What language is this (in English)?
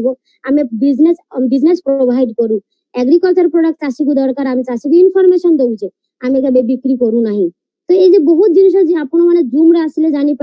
Odia